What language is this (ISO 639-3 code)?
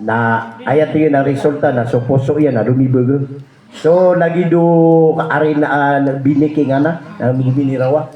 mrw